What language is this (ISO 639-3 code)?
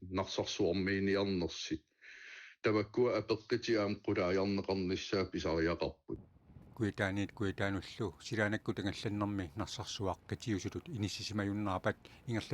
kal